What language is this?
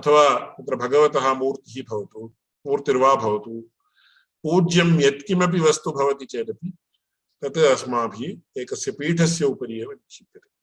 Sanskrit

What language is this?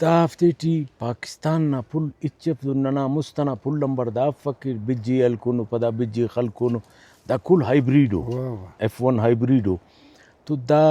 Brahui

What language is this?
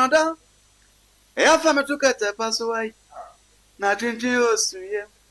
Akan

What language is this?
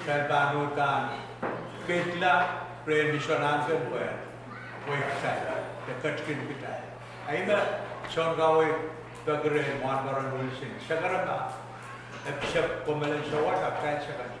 Pohnpeian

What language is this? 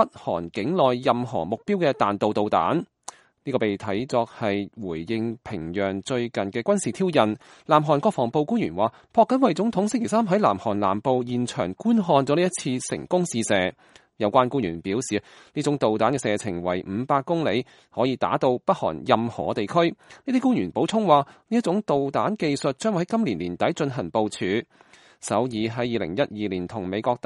Cantonese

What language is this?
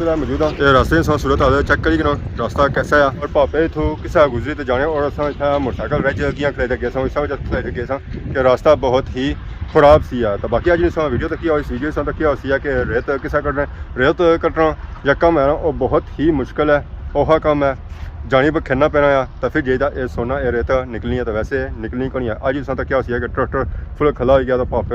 Pahari-Potwari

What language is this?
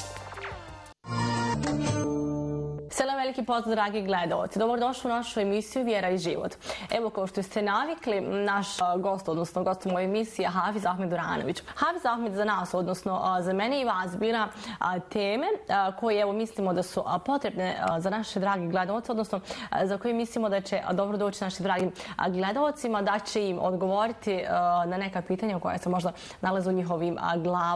Bosnian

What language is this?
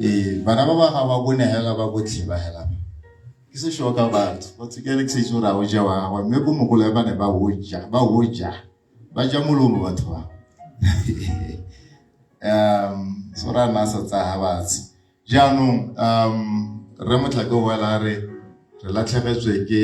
Tswana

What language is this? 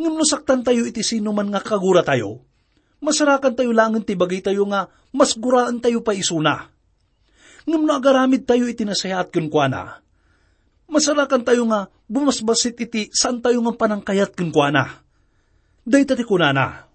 Iloko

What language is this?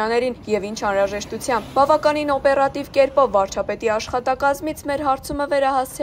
Armenian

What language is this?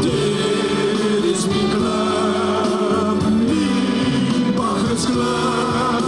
Limburgish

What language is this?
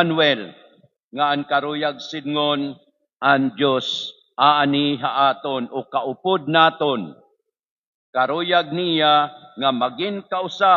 Waray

